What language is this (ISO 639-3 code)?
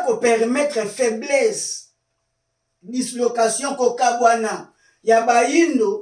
lin